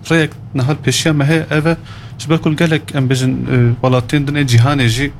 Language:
Kurdish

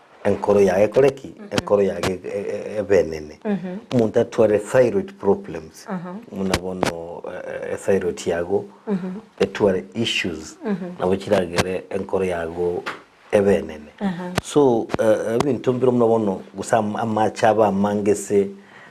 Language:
Gusii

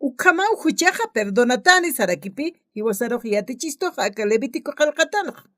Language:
Aymara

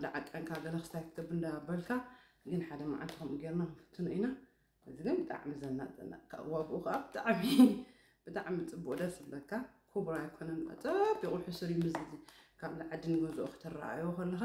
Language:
Tigrinya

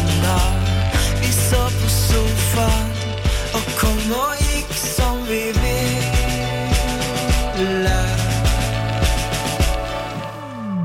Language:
Norwegian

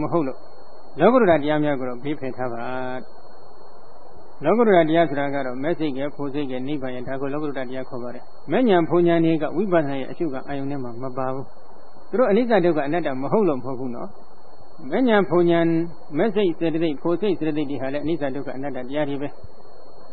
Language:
Burmese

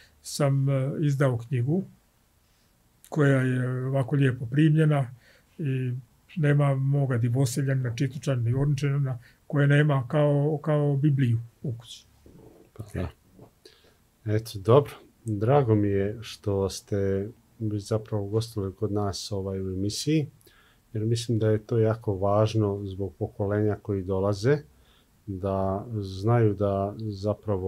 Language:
Serbian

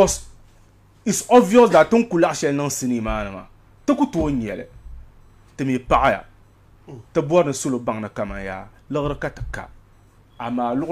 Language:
Dagbani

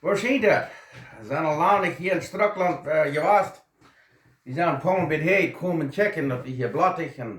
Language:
Plautdietsch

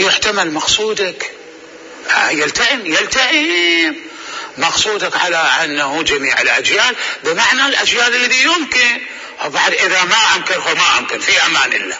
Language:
Mesopotamian Arabic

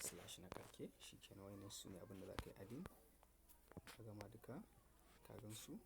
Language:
Hausa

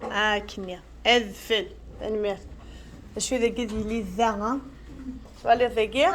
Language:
Kabyle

